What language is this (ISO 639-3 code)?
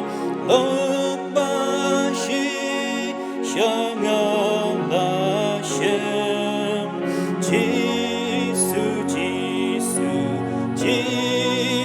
kha